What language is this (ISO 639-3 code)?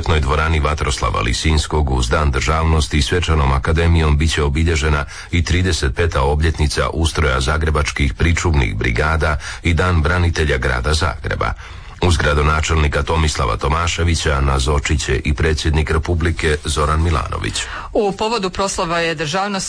hrv